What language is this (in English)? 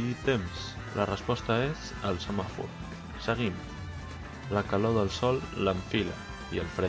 Catalan